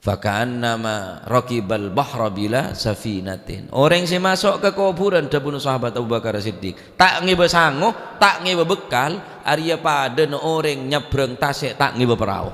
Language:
Madurese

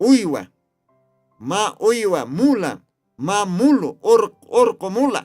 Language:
Aymara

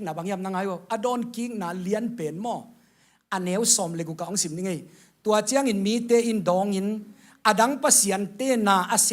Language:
Tedim Chin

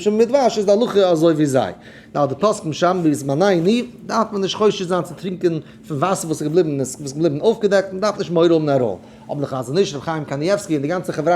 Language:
Yiddish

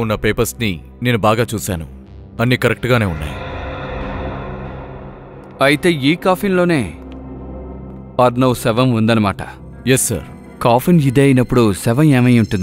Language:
Telugu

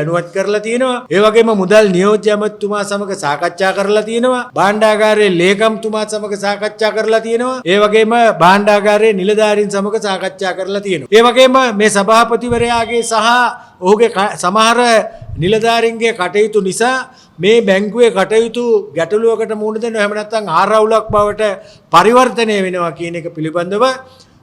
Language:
Sinhala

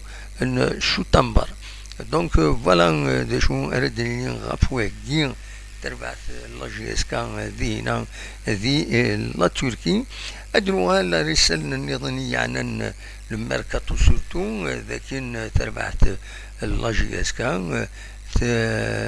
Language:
Kabyle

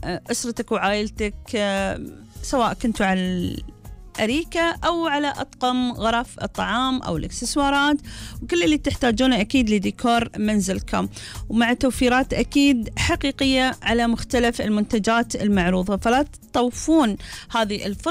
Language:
Gulf Arabic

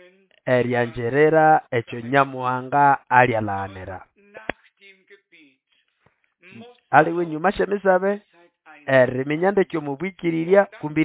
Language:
Nande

